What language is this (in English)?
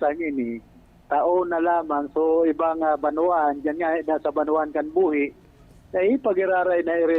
Bikol